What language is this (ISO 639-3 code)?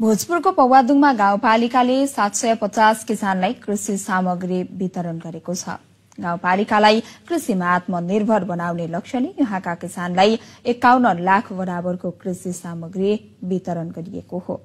nep